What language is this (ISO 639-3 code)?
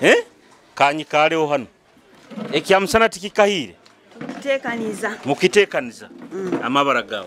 nyo